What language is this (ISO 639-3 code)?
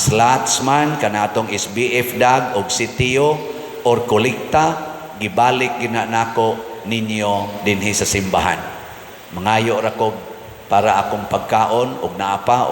ceb